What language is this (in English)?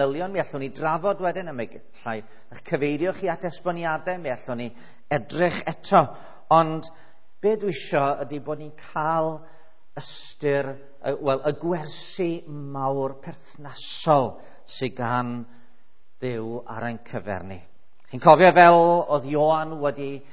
Welsh